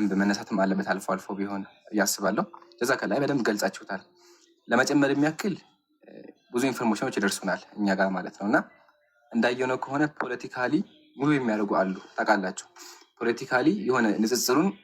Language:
Amharic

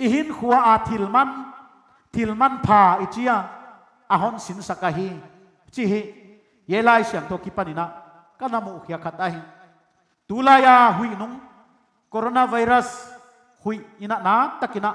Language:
Paite Chin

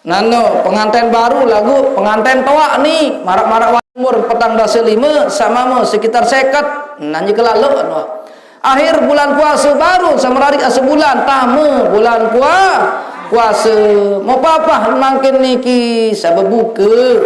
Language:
Sasak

